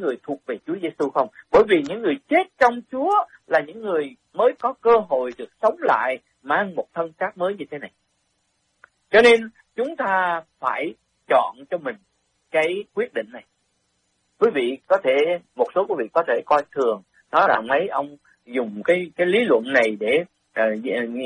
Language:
Vietnamese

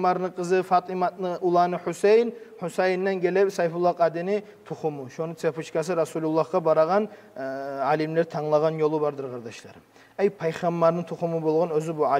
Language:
Kumyk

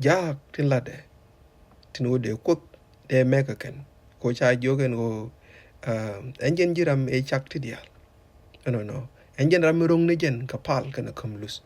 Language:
Nuer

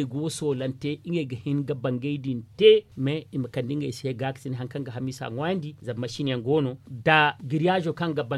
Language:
Zarma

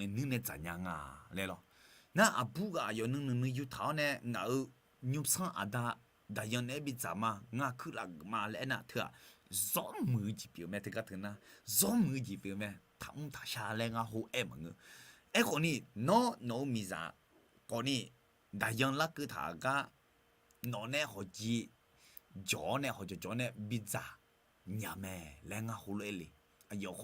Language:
Akha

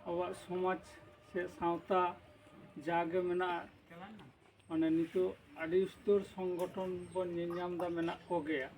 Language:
Santali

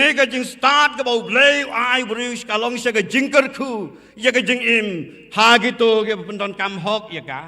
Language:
Khasi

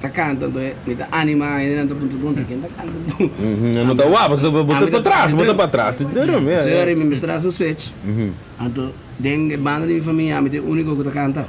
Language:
Papiamento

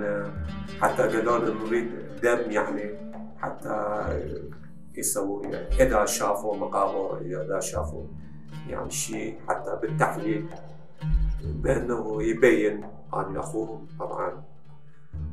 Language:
Mesopotamian Arabic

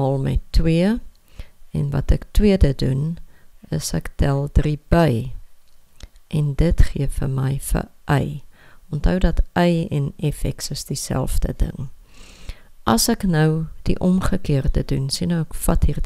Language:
Afrikaans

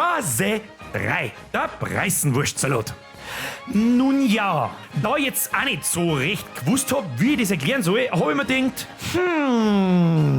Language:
Bavarian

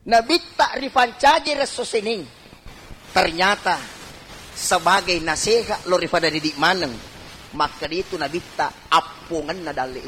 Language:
Buginese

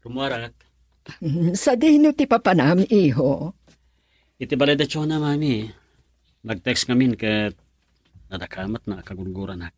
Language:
Iloko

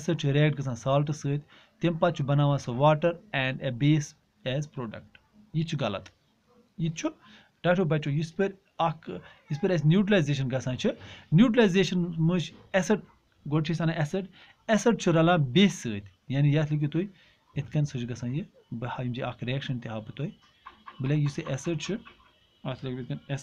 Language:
Kashmiri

